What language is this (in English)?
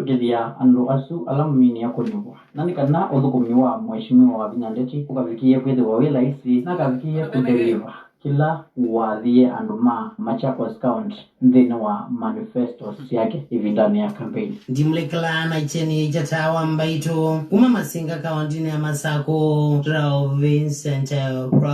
Kamba